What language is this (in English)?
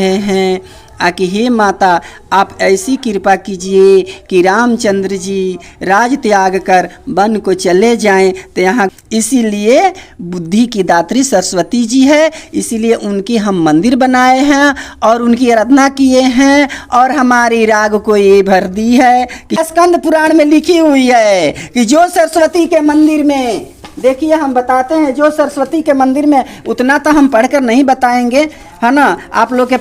Bhojpuri